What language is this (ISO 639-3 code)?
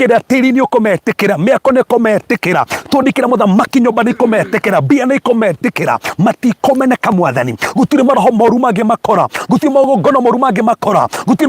kik